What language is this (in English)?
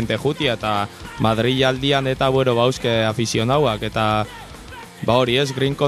Basque